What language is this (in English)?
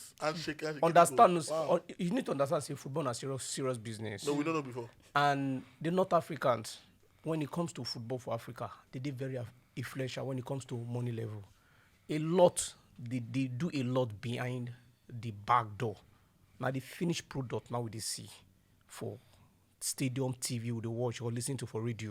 Nigerian Pidgin